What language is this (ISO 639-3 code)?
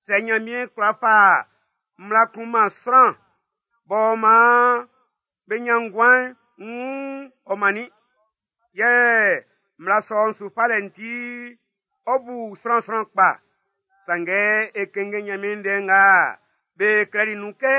bci